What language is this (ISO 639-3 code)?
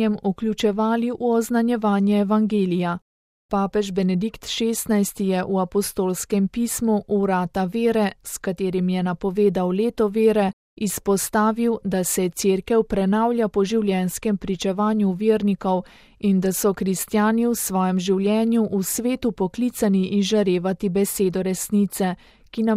slv